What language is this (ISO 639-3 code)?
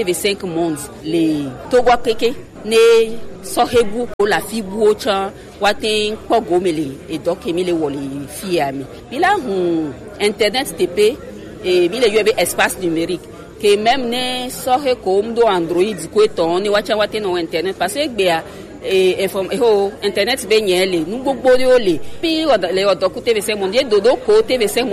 gej